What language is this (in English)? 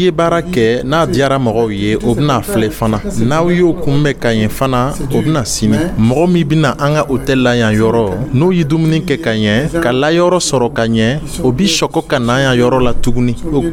Dyula